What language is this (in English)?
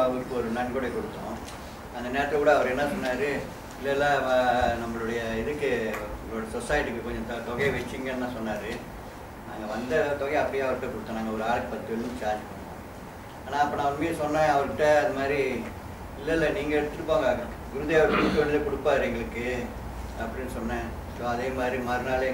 Tamil